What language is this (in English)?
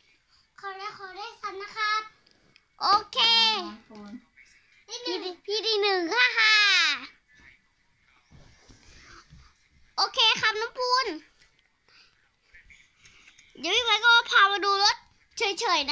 Thai